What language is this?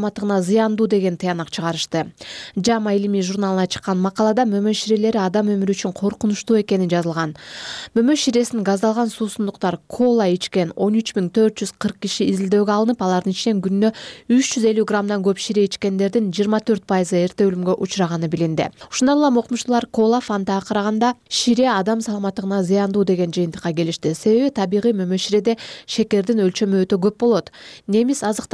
Kyrgyz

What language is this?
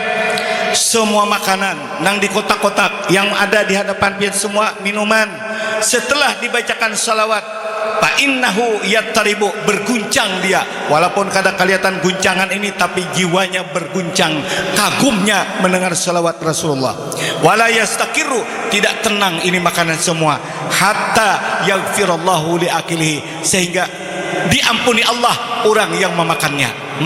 Banjar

